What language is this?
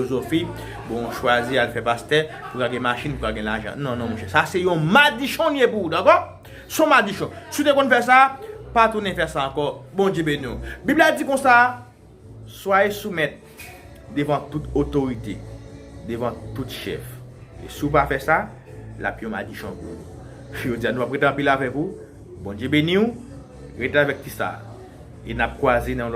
Haitian Creole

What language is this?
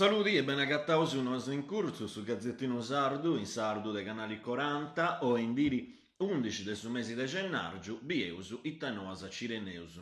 Sardinian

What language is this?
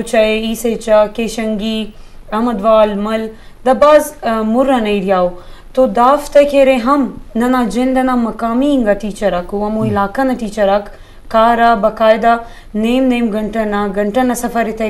Eastern Balochi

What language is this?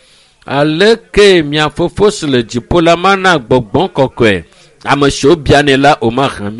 Ewe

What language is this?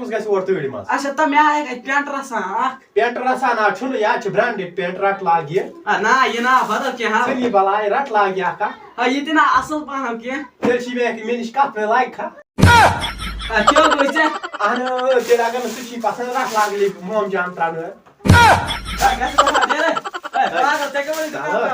Kashmiri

